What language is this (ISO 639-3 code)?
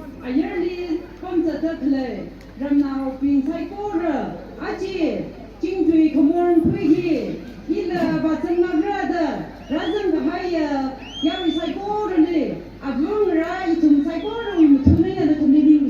nmf